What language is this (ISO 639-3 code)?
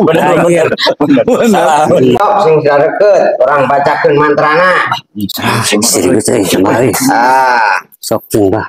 sun